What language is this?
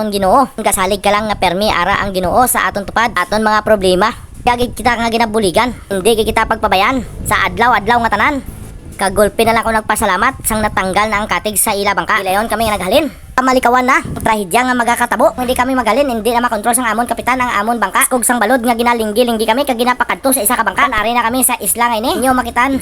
Hiligaynon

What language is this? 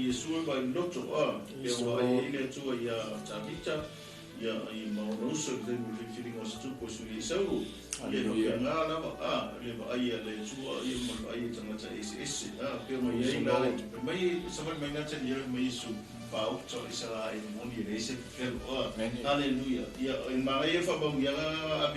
Samoan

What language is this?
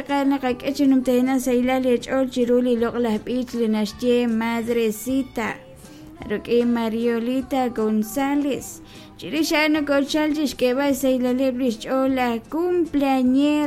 Kekchí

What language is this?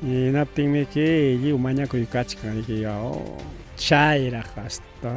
Ayacucho Quechua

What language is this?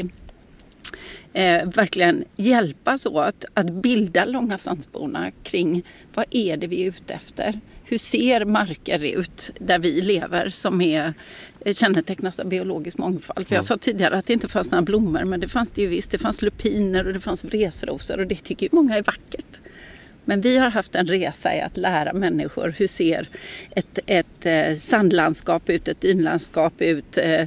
Swedish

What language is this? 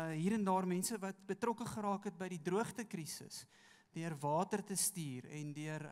Afrikaans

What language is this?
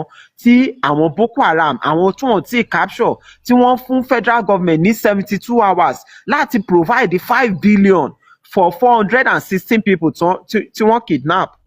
Yoruba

